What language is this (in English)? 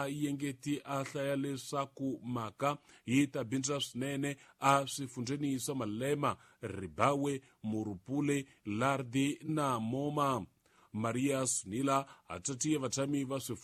Tsonga